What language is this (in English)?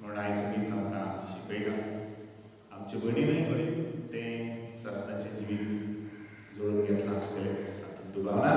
Konkani